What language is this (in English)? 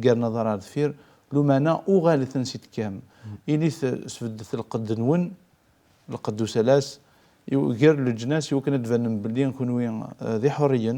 Kabyle